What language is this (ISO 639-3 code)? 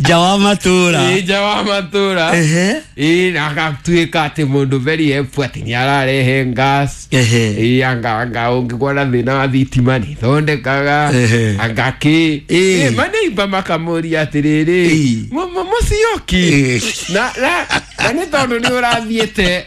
kik